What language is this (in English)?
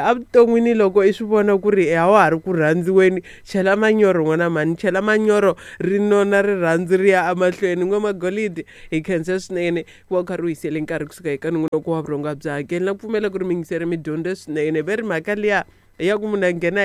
Tsonga